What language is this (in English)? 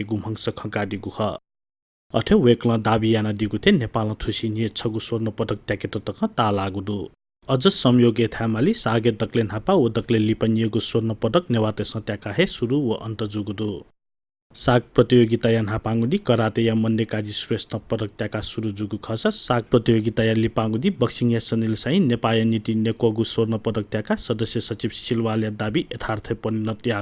Newari